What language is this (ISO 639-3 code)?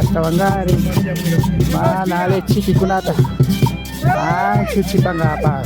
qvi